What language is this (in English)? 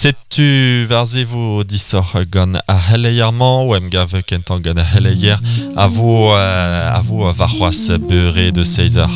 Breton